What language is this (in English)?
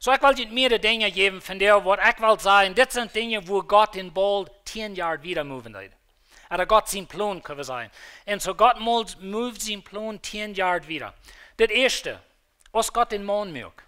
Plautdietsch